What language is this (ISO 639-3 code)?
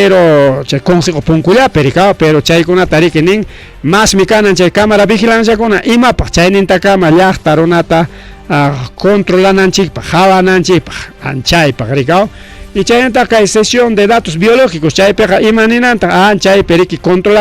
quy